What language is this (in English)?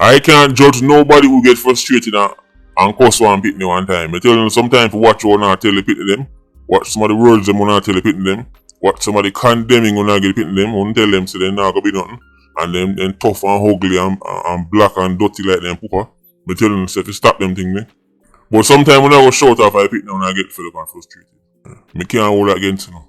Jamaican Creole English